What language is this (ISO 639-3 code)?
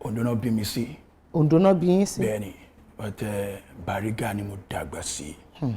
yor